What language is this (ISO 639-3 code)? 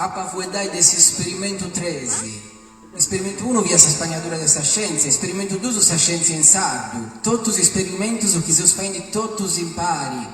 srd